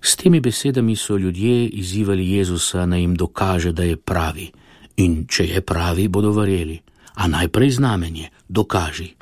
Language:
Slovenian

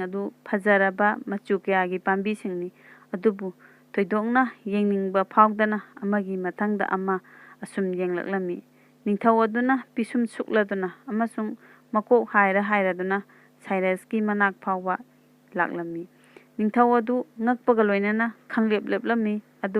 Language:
Manipuri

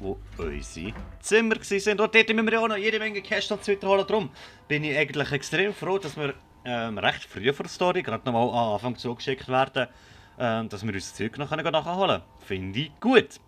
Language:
Swiss German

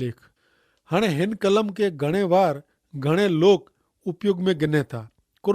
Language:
Kachhi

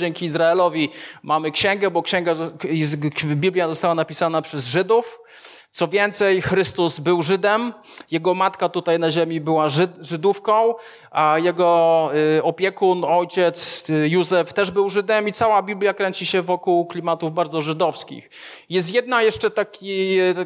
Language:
Polish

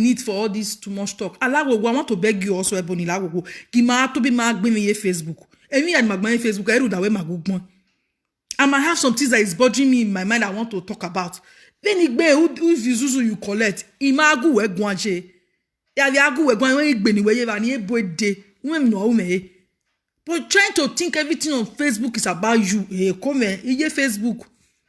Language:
Nigerian Pidgin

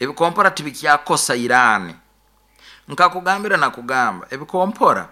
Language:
Nyankole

